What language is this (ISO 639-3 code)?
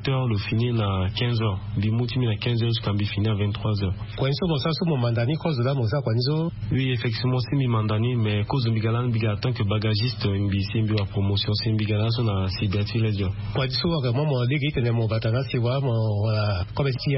sag